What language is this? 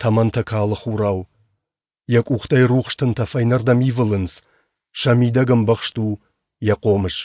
Ossetic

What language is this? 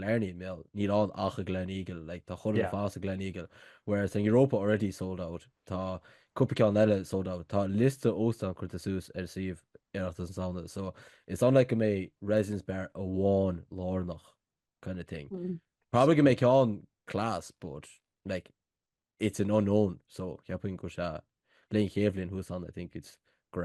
Irish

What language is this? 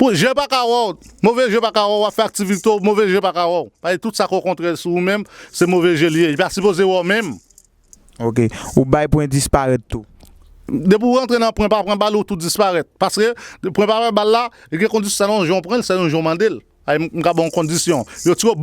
Haitian Creole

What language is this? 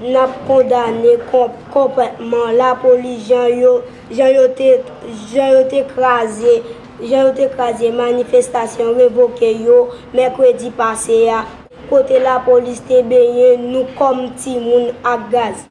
Haitian Creole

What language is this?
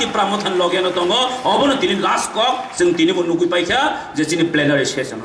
Kok Borok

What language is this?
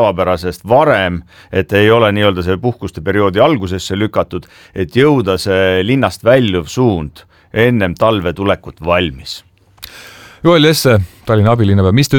Estonian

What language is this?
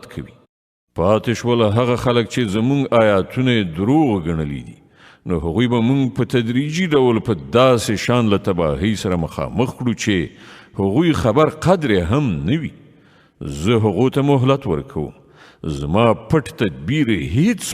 Pashto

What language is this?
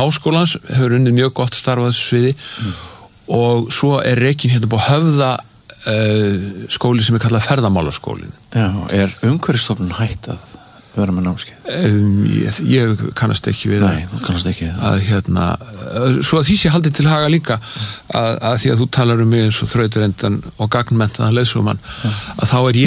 Icelandic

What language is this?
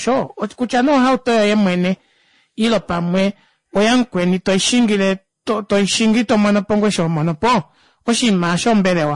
Kuanyama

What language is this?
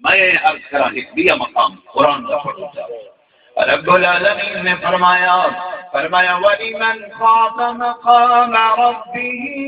Saraiki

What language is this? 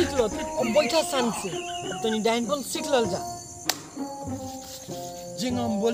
Bhojpuri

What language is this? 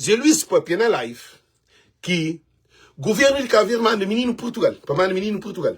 Kabuverdianu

